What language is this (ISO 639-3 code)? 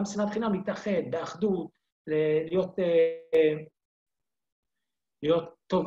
heb